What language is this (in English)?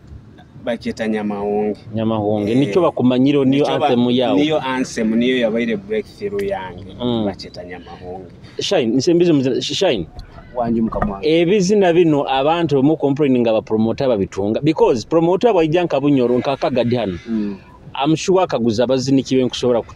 Nyoro